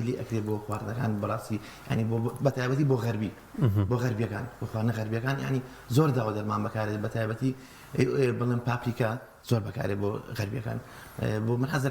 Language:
Central Kurdish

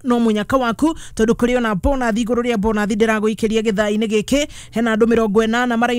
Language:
Kikuyu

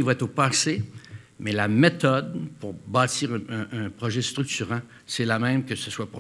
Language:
French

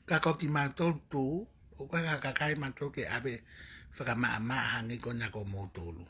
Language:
Tongan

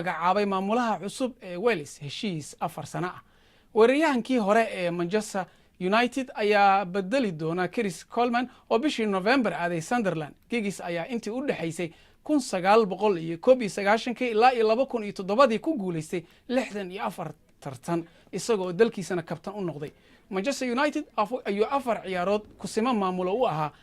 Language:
Somali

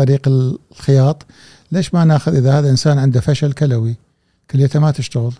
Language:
Gulf Arabic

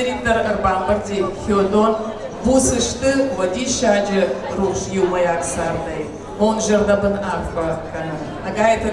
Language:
Ossetic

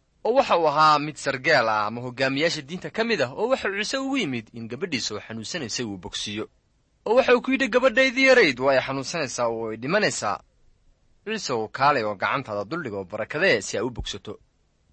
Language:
Somali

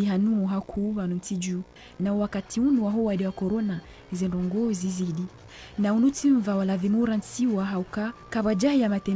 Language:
Ngazidja Comorian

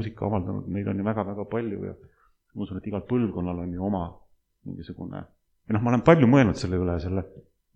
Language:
Estonian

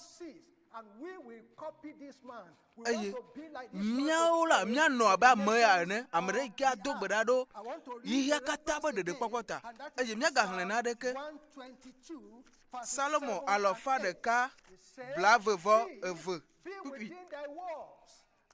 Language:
Ewe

